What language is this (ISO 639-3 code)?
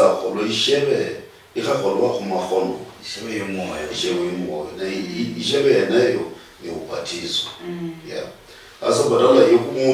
luy